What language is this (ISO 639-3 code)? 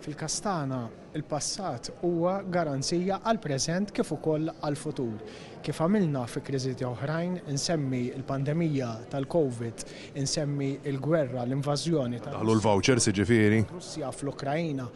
mlt